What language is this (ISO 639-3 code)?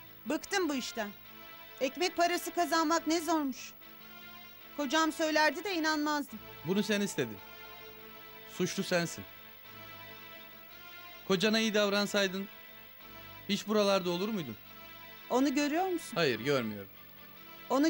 tur